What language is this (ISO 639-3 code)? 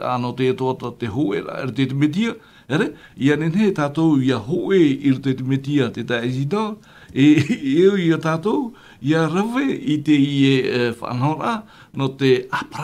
tah